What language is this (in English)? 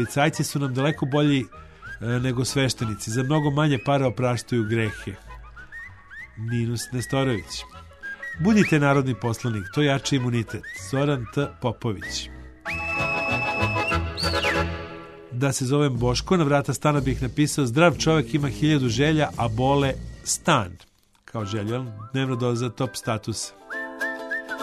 Serbian